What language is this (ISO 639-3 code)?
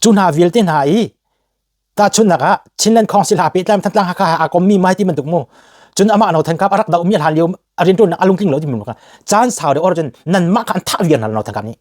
cnh